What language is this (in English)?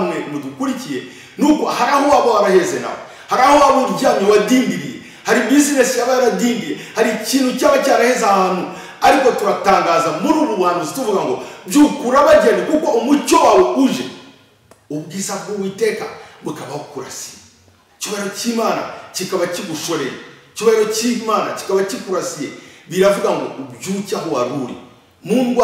Kinyarwanda